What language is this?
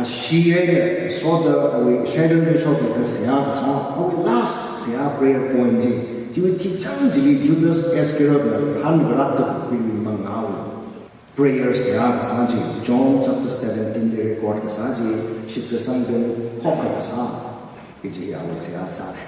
Tangkhul Naga (India)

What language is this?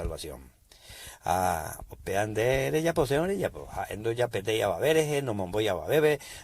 Guarani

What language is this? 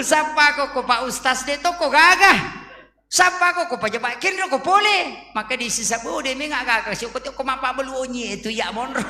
Buginese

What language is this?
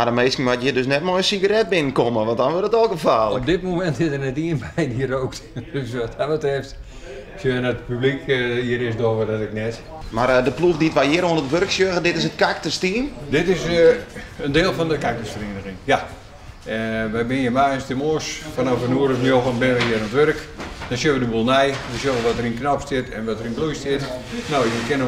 Western Frisian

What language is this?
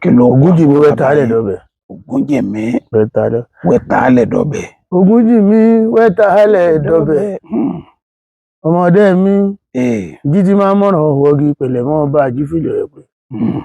Yoruba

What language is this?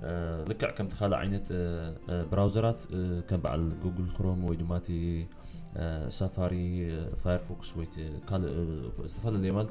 Tigrinya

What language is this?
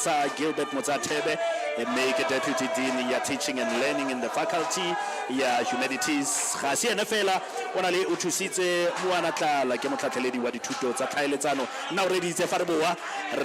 Tswana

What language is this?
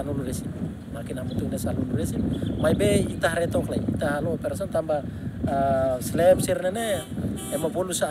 Tetum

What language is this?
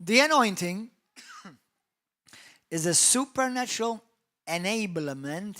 English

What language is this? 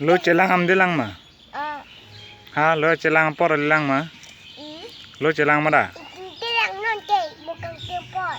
Karbi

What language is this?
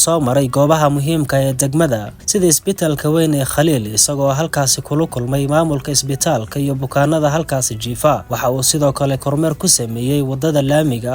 Somali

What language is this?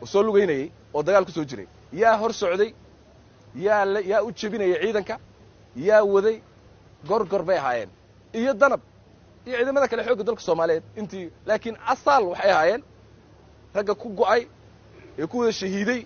Somali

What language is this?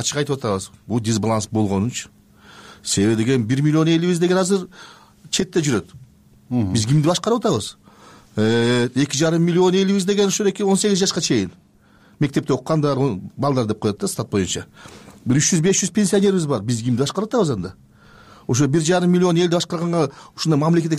Kyrgyz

